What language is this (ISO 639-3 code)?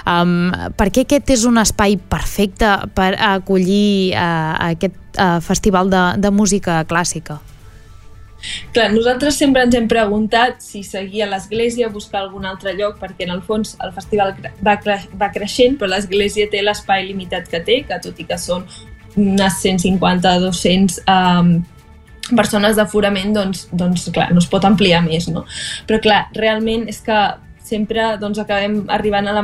cat